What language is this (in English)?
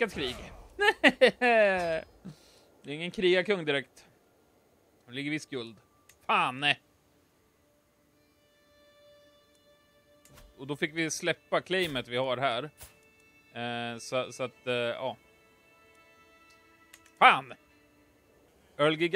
Swedish